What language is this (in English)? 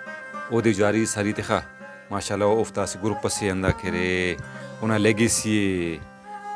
Brahui